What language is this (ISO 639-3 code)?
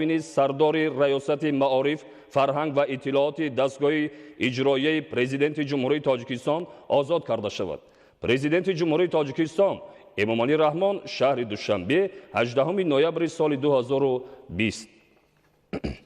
tgk